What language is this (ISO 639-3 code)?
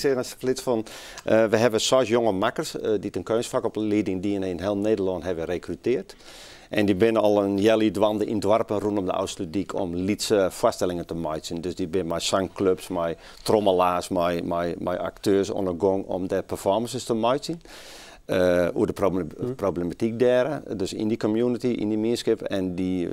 fry